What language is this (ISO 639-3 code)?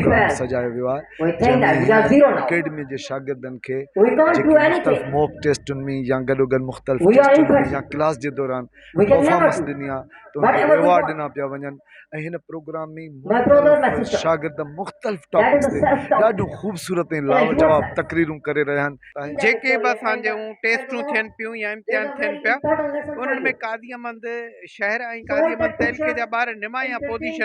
snd